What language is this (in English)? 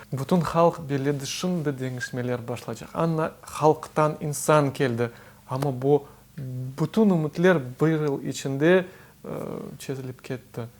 Crimean Tatar